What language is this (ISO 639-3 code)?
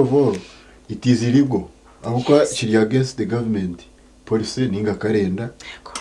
nyn